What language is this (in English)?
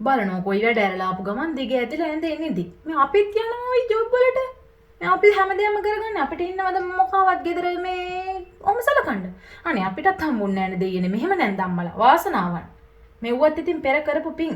Sinhala